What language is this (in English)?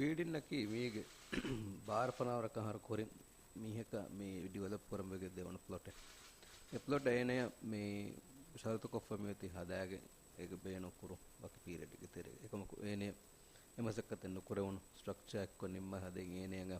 Divehi